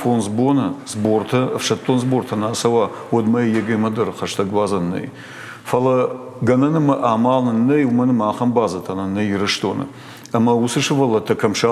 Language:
Ossetic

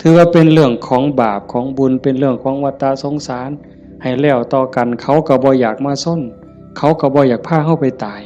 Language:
Northeastern Thai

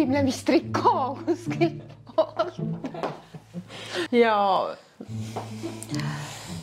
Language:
Estonian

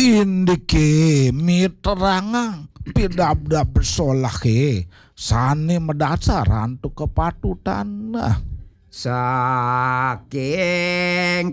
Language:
Balinese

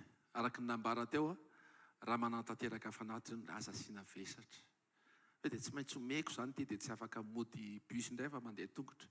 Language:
Malagasy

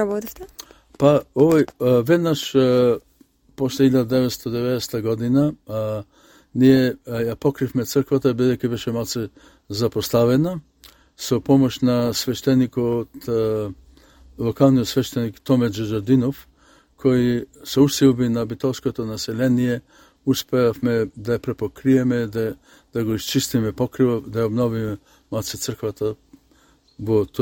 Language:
Macedonian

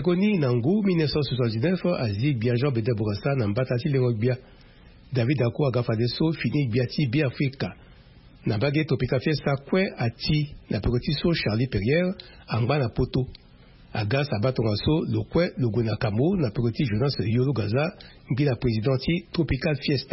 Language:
Sango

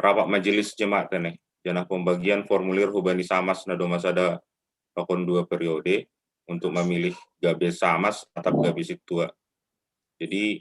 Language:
Batak Simalungun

